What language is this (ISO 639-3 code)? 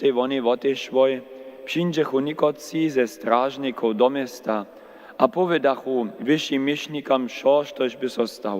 hsb